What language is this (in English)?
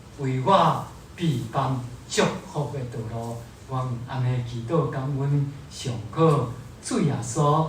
Min Nan Chinese